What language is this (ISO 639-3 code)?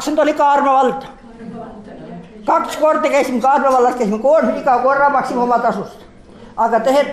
est